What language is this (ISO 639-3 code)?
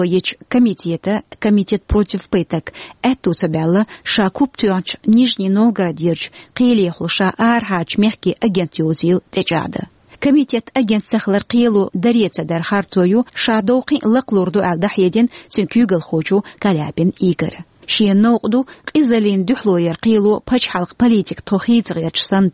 che